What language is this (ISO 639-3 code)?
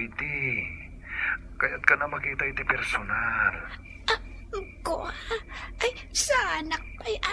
ilo